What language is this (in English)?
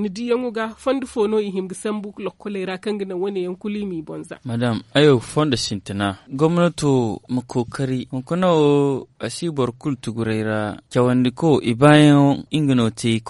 Zarma